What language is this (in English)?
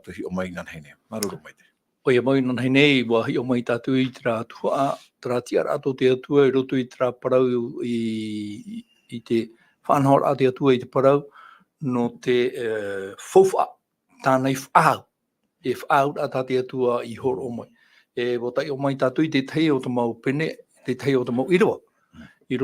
Tahitian